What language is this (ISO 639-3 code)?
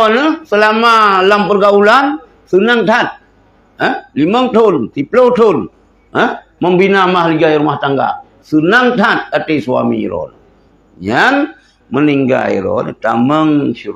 ace